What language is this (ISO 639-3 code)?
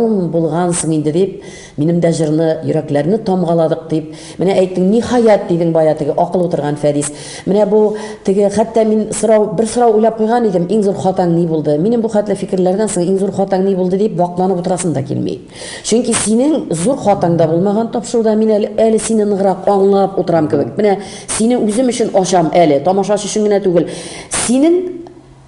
tat